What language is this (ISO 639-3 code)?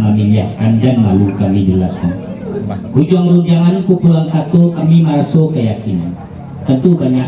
min